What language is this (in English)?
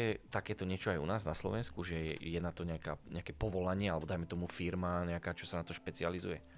Slovak